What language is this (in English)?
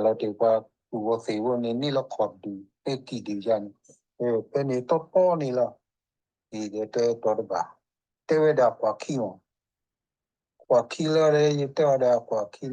S'gaw Karen